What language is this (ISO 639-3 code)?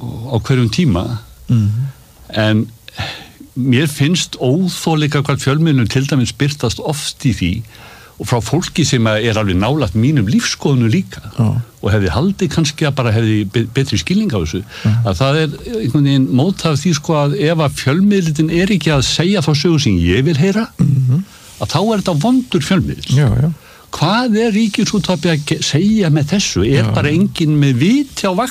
isl